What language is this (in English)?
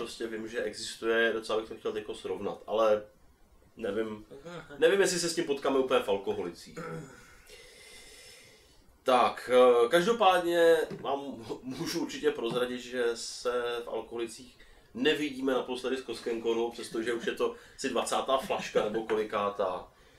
Czech